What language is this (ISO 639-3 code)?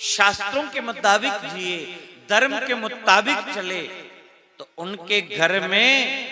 doi